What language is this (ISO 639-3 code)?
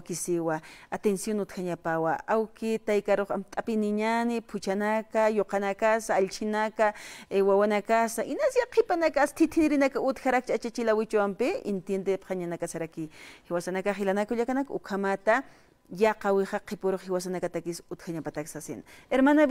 aym